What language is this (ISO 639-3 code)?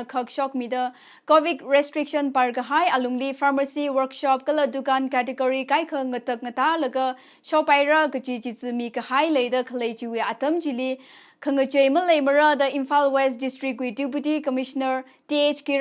nmf